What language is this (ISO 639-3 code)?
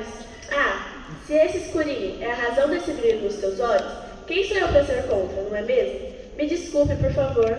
por